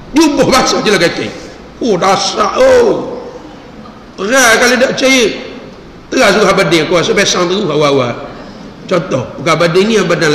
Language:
Malay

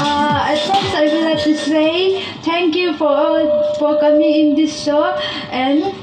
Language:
Karbi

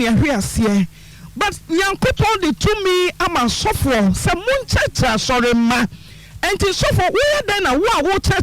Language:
Akan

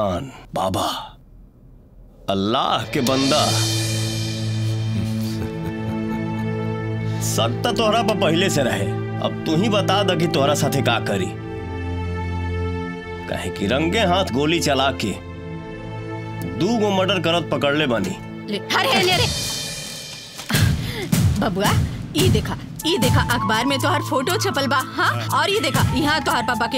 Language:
Bhojpuri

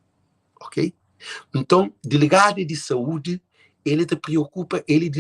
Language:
Kabuverdianu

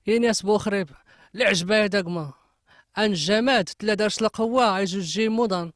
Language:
Kabyle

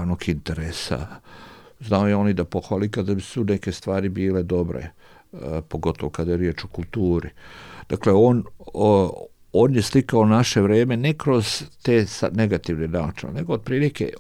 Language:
Serbian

